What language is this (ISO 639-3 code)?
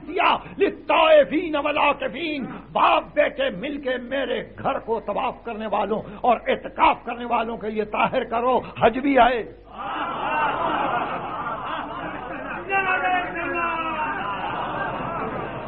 urd